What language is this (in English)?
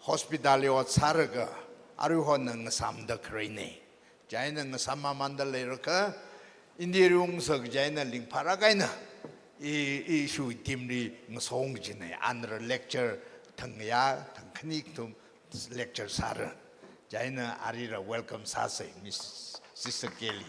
Tangkhul Naga (India)